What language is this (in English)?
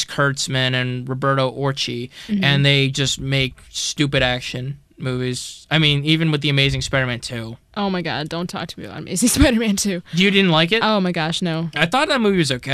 English